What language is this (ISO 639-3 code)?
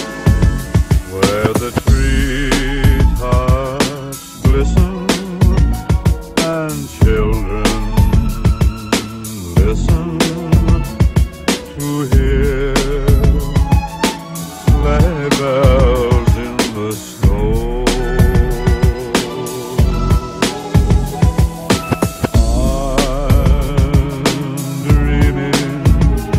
eng